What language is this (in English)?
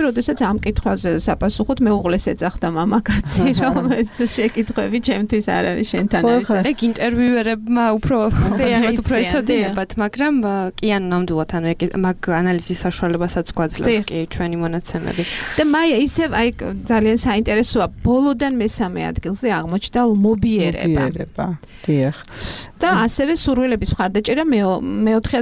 Georgian